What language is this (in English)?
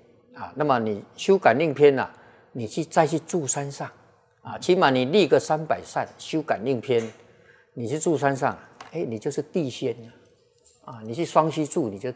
Chinese